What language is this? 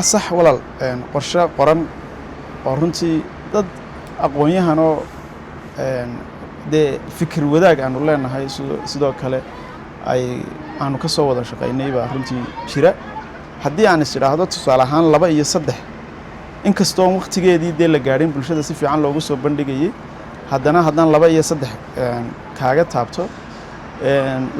Somali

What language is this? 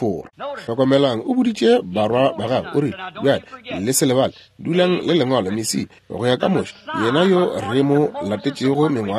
Northern Sotho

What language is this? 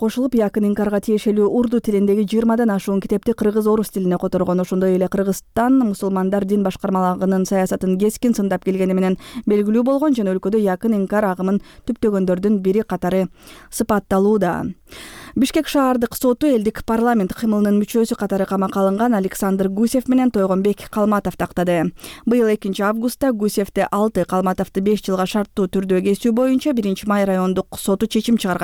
Kyrgyz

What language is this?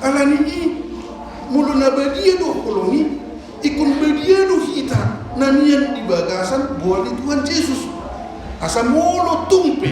Batak Toba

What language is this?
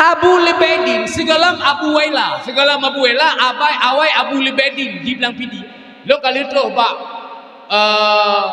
Achinese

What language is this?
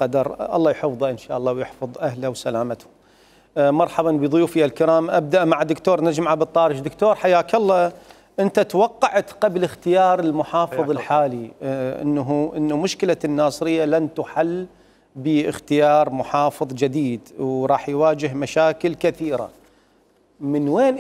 Mesopotamian Arabic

